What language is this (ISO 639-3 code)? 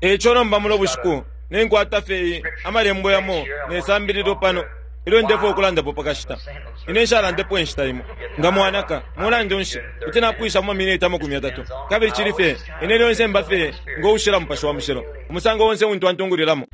bem